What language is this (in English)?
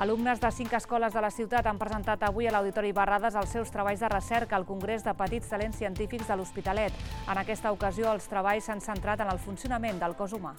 Catalan